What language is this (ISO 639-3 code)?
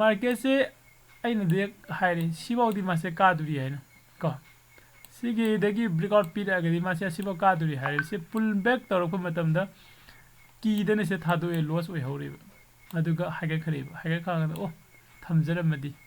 mni